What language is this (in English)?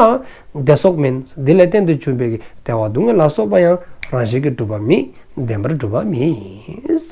Dzongkha